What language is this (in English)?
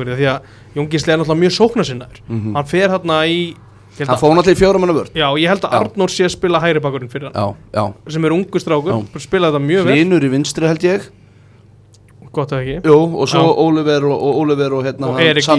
Icelandic